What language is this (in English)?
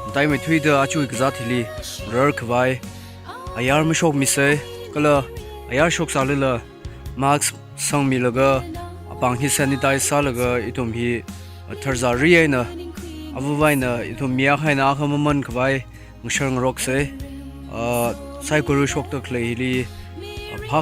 Tangkhul Naga (India)